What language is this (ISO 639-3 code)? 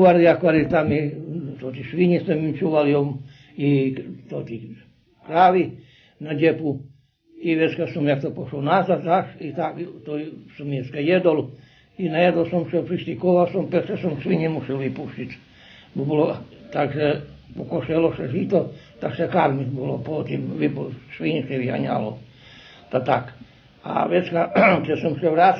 rue